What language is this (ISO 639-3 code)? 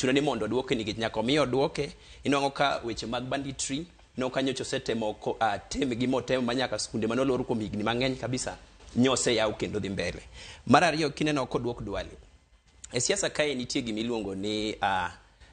luo